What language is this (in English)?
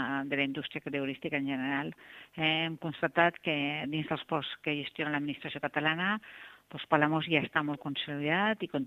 Catalan